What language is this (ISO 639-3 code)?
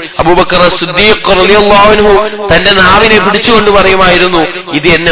mal